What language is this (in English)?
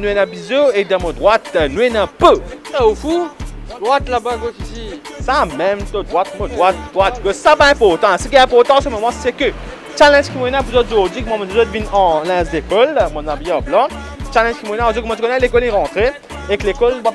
Morisyen